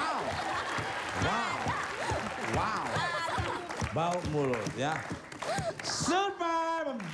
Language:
Indonesian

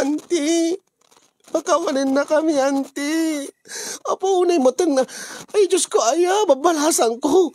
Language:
Iloko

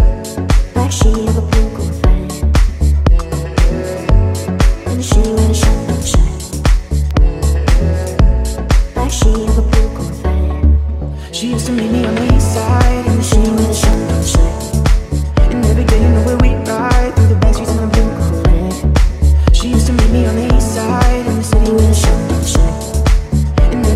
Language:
English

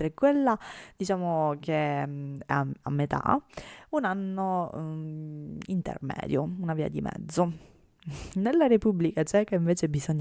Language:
Italian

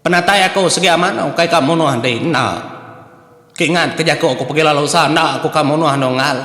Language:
Iban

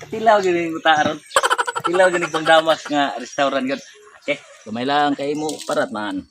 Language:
Cebuano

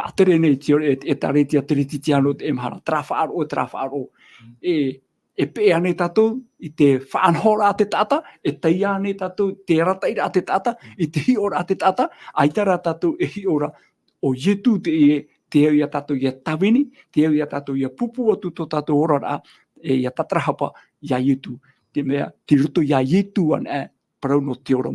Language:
Tahitian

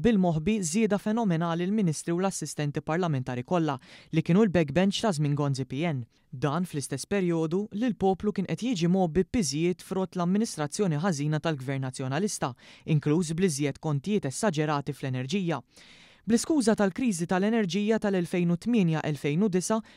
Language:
Maltese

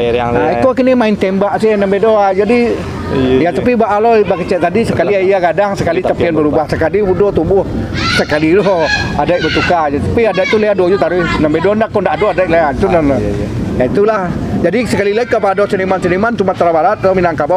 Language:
Minangkabau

